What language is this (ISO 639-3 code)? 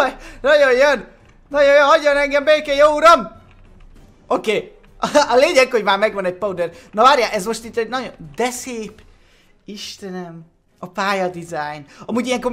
hun